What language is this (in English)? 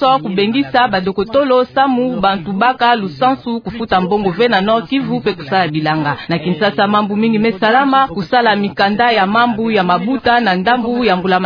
Kituba (Democratic Republic of Congo)